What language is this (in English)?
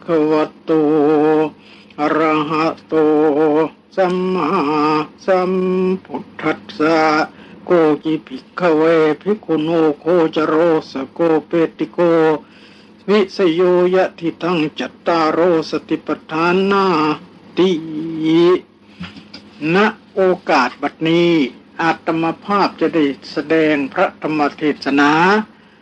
Thai